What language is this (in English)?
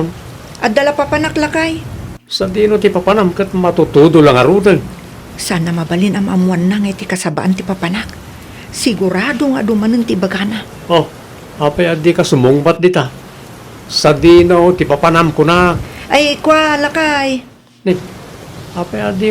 Iloko